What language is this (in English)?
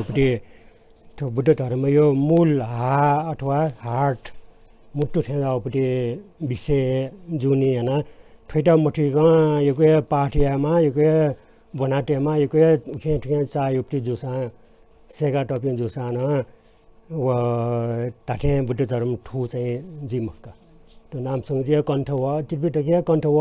Newari